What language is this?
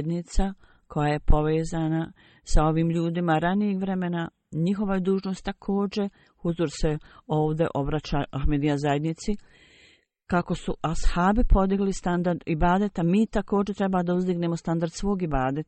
Bosnian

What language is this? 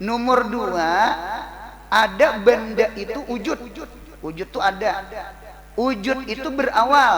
Banjar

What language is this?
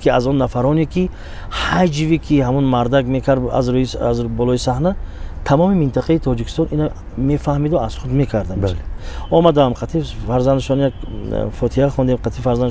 Tajik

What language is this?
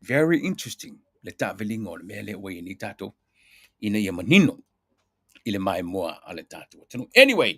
Samoan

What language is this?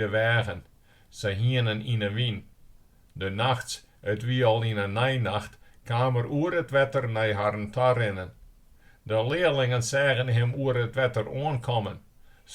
Western Frisian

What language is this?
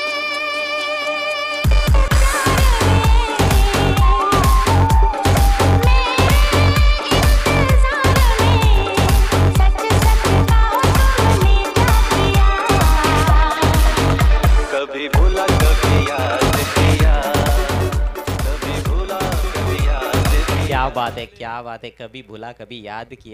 Marathi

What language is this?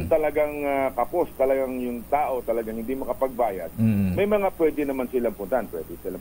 Filipino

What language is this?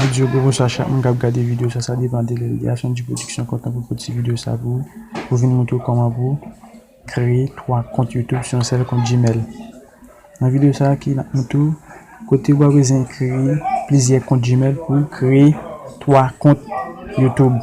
Haitian Creole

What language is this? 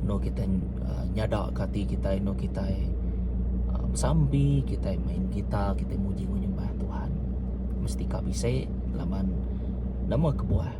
Iban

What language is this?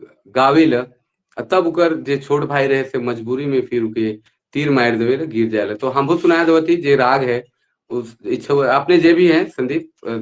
Sadri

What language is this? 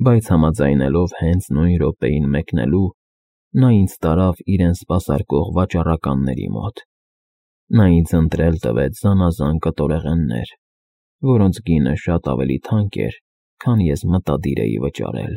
Armenian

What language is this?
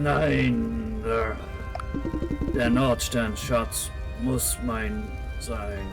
Swiss German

